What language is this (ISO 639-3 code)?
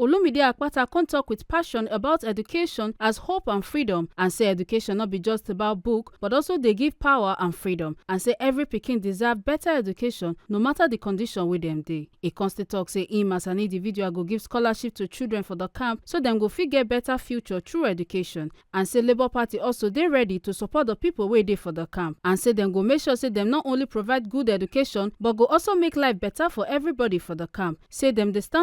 pcm